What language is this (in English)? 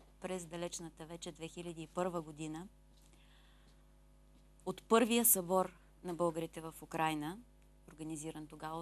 Bulgarian